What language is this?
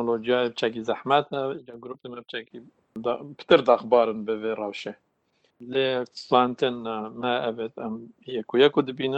Kurdish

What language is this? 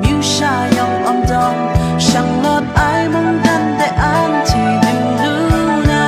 Kachin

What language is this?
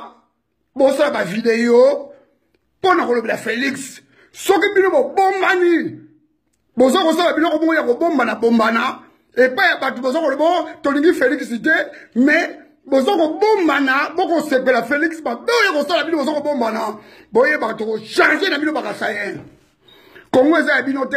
Lingala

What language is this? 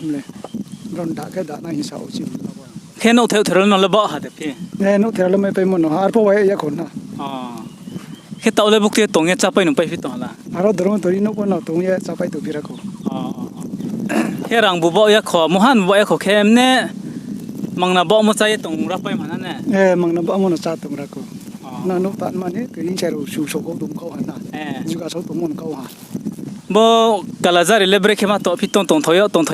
Riang (India)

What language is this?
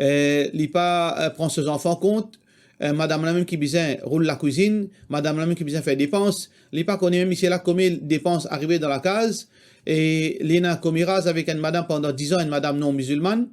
Morisyen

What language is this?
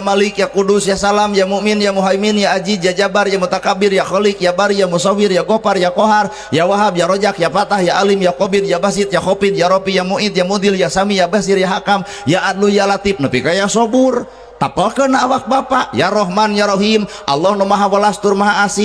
Sundanese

